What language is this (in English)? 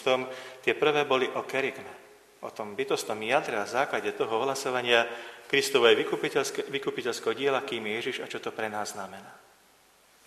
Slovak